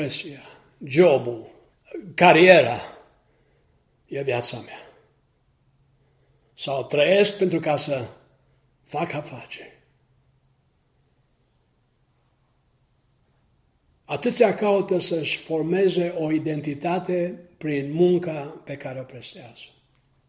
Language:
Romanian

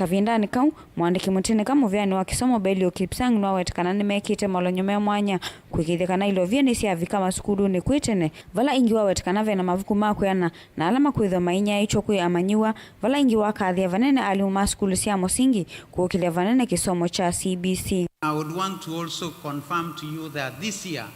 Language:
Kamba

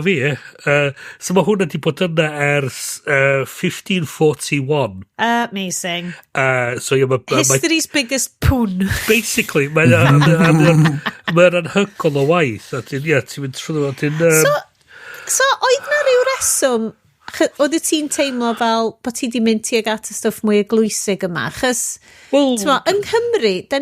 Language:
Welsh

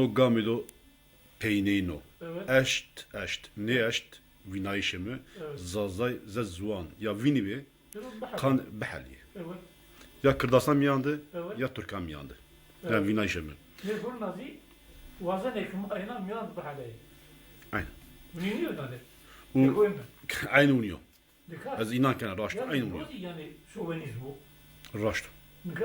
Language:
Zaza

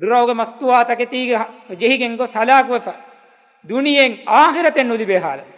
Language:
Divehi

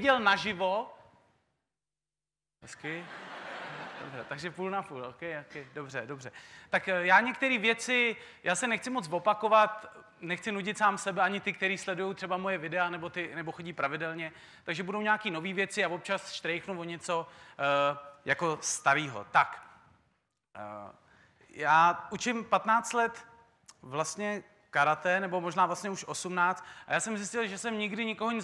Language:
Czech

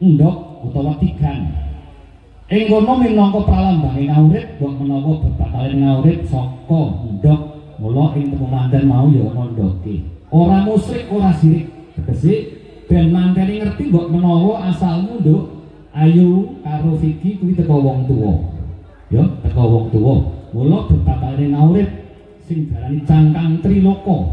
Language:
Javanese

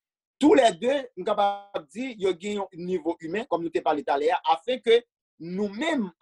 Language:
Haitian Creole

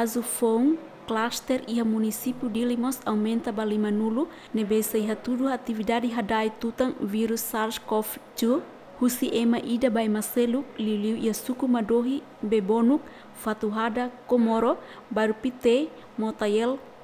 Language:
Tetum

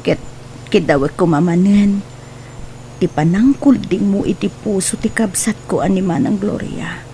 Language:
Iloko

